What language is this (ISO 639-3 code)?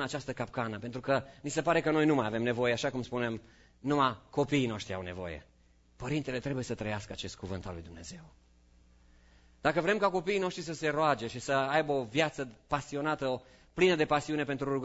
ron